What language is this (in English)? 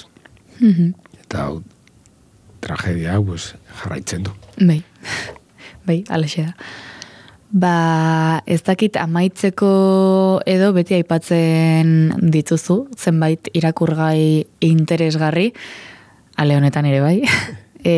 Basque